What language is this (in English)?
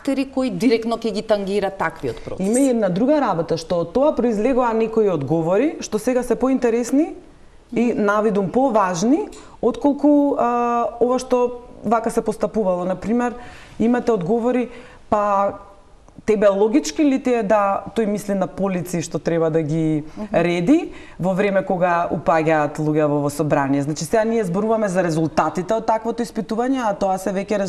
Macedonian